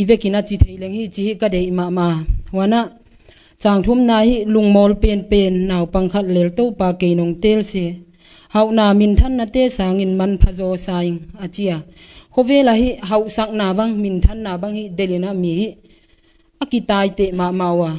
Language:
Paite Chin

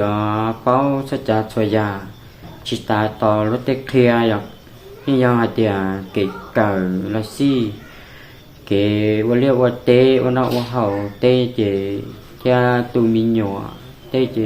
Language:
Hmong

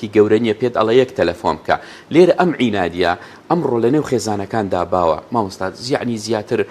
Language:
Central Kurdish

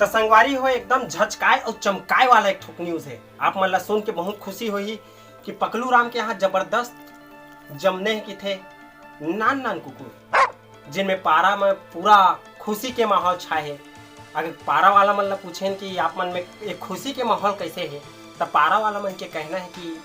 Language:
Chhattisgarhi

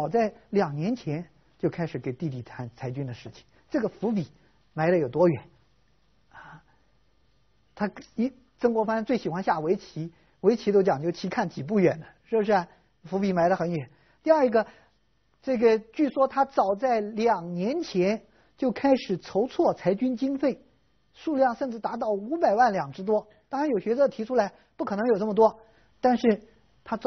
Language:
Chinese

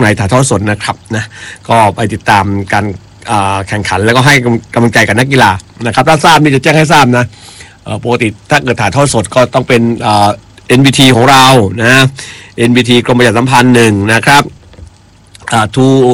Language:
Thai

